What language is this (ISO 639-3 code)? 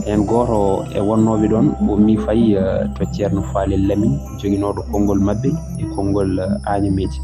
ful